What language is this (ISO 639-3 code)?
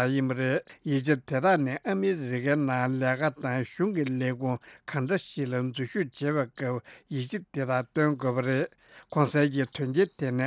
bod